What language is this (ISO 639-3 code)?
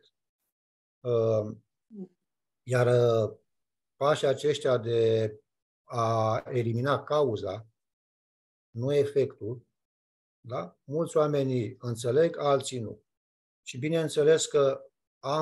ron